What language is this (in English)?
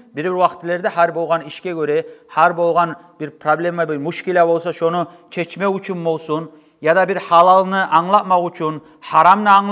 Kumyk